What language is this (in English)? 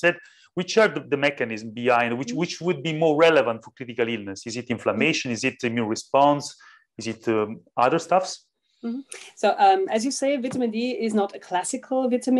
English